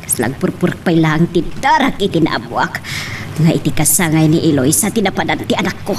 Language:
Iloko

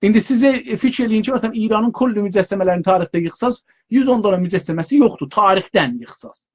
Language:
South Azerbaijani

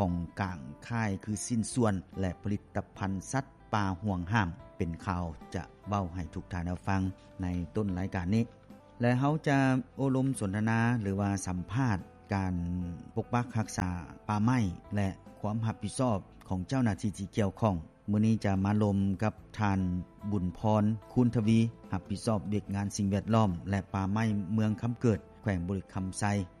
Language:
Lao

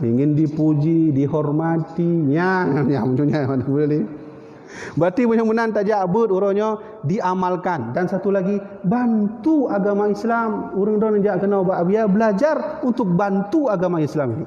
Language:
Achinese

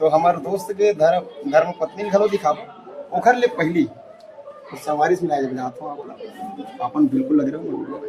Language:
Chhattisgarhi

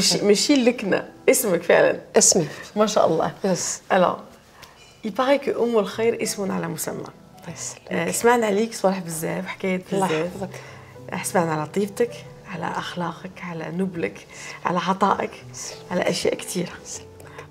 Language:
Algerian Arabic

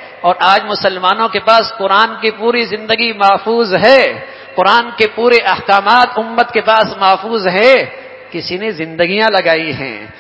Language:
Urdu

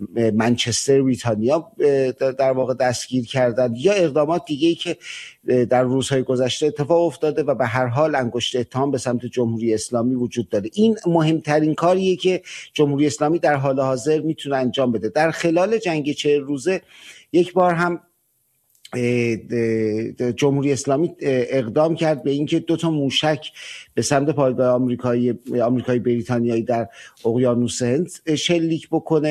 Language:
Persian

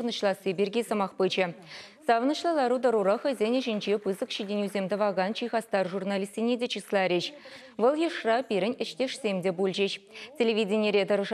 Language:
Chuvash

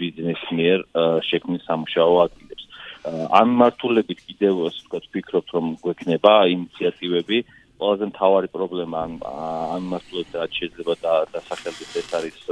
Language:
Georgian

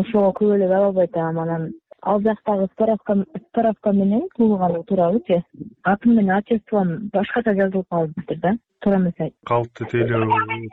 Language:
Kyrgyz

